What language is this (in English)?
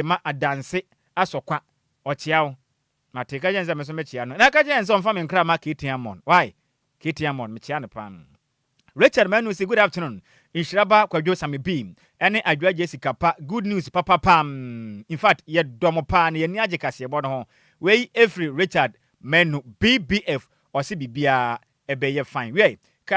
Akan